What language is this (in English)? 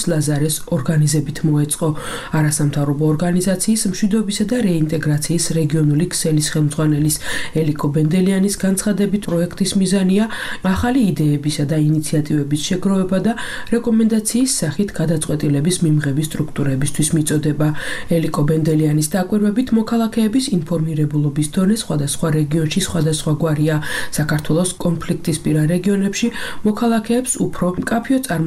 Georgian